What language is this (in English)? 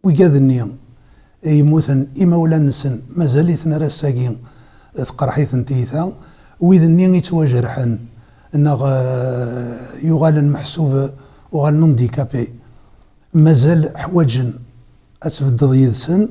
Kabyle